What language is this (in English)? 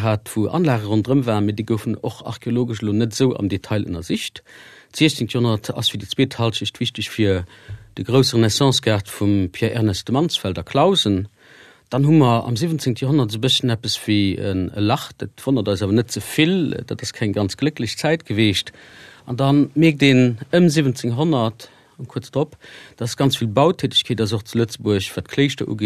Luxembourgish